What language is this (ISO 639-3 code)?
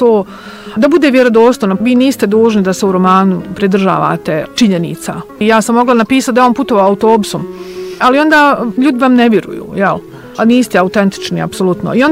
bos